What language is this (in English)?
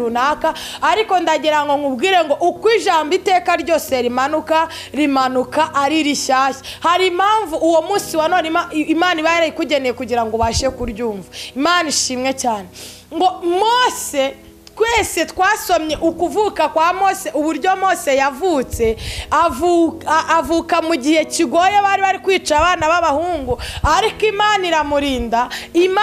Kinyarwanda